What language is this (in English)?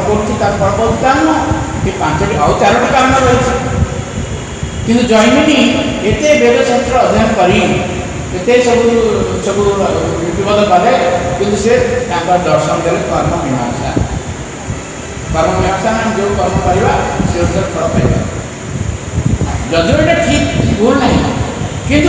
Odia